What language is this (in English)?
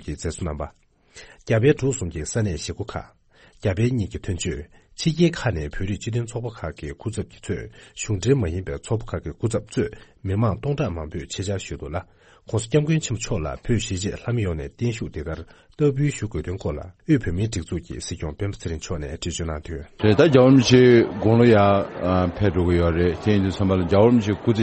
Tibetan